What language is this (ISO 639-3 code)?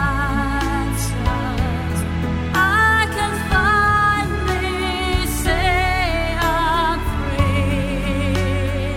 est